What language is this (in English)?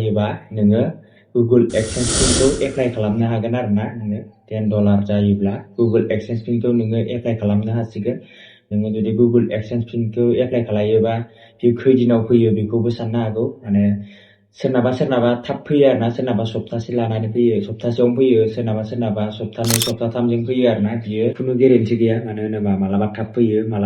Bodo